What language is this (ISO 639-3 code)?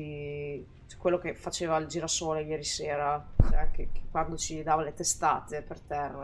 ita